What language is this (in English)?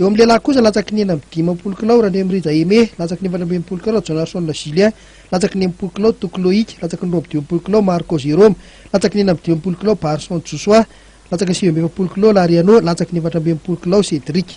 Malagasy